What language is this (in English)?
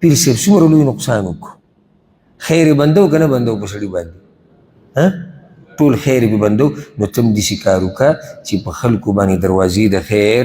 Pashto